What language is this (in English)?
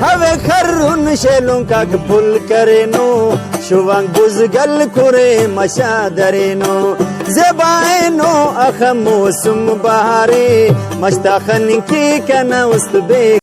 Brahui